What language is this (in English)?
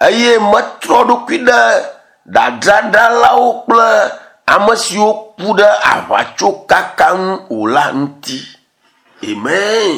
Ewe